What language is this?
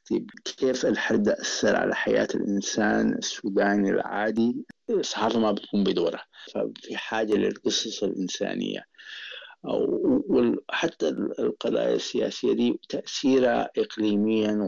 Sudanese Arabic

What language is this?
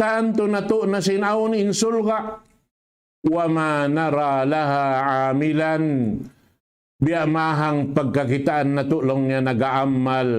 Tausug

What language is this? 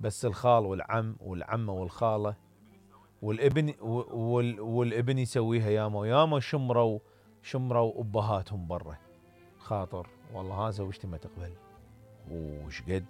Mesopotamian Arabic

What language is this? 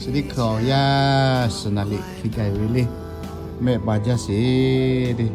Lahu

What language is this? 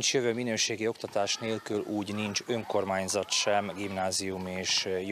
Hungarian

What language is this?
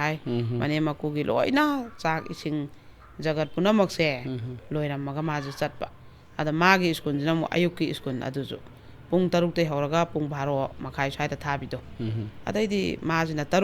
Manipuri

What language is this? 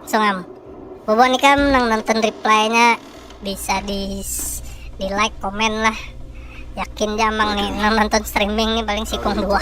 Banjar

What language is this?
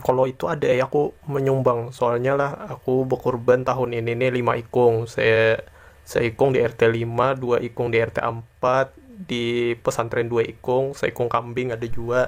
Banjar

